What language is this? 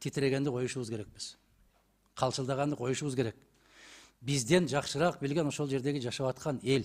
Kyrgyz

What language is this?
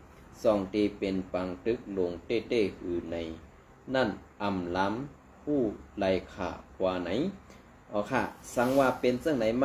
Shan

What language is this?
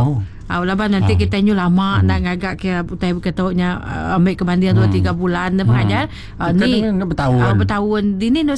Iban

